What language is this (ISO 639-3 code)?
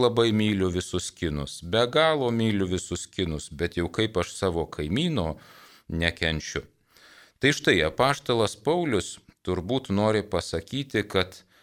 lit